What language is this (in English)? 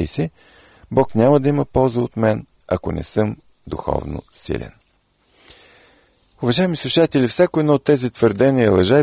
Bulgarian